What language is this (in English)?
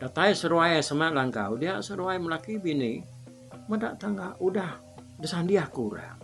Iban